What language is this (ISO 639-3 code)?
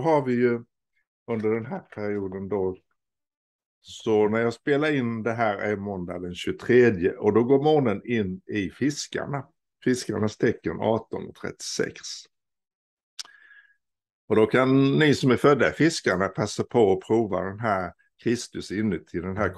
swe